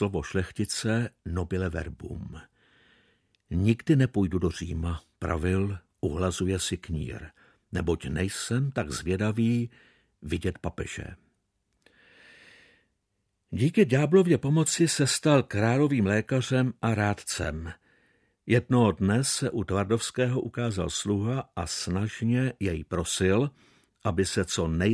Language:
Czech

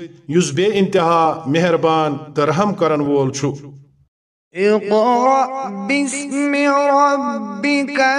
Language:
Kashmiri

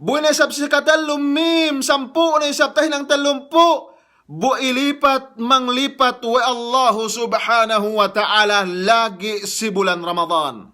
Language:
Yakan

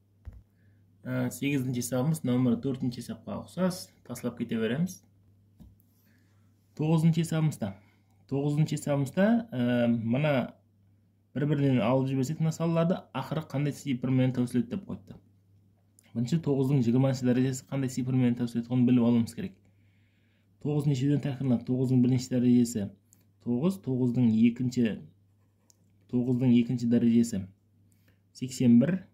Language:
Kazakh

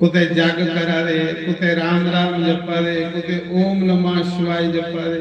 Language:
Dogri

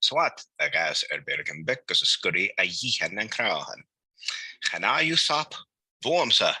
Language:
Scottish Gaelic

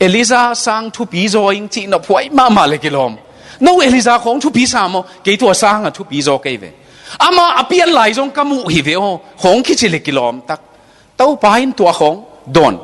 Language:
Tedim Chin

